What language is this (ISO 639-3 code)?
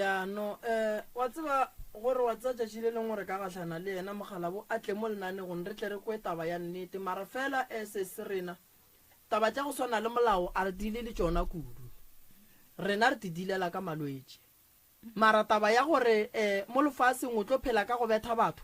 nso